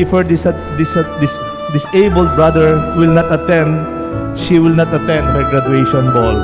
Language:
Pampanga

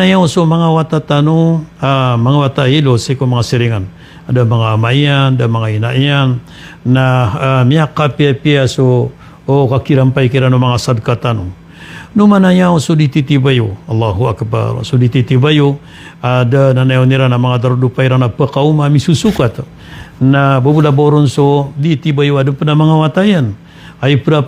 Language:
Maranao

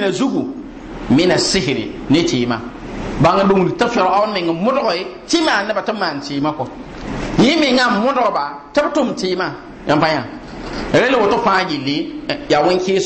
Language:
Mossi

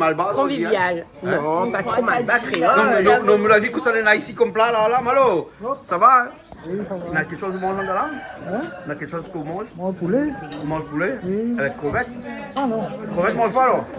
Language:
Réunion Creole French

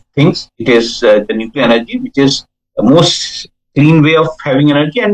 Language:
English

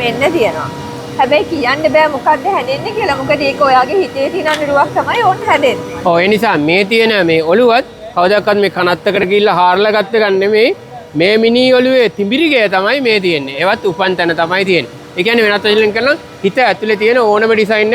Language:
Sinhala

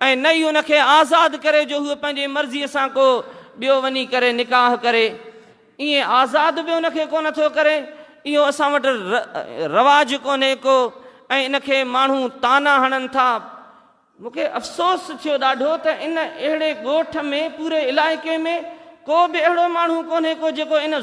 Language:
Sindhi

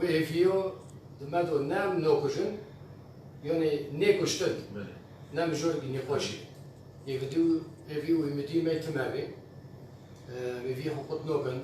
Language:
Kurdish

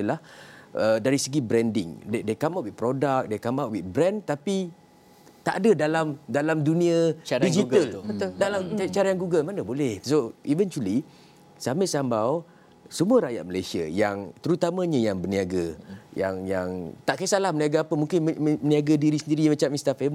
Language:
Malay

